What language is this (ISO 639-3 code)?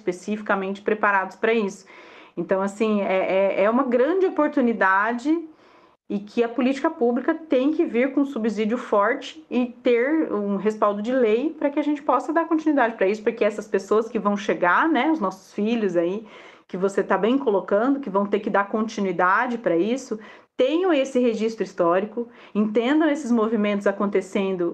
por